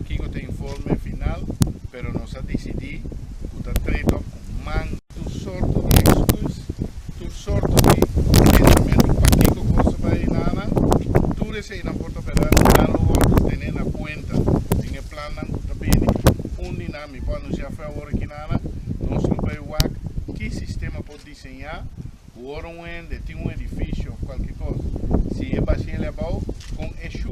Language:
Papiamento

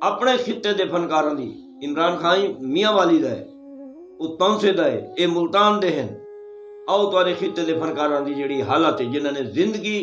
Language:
Saraiki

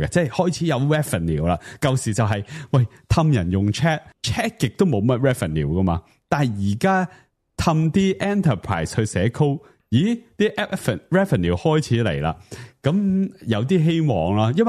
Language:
Cantonese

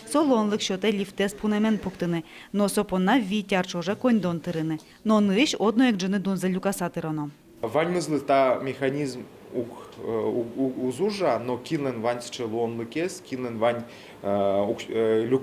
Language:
Udmurt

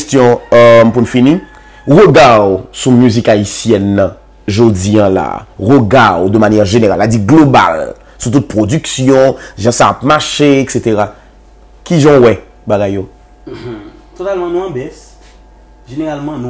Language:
Haitian Creole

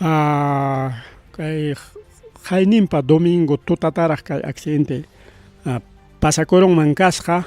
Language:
Ayacucho Quechua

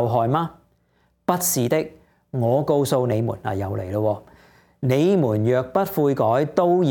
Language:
Cantonese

